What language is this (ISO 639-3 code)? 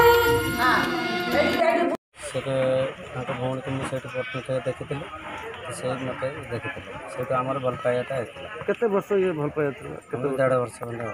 ori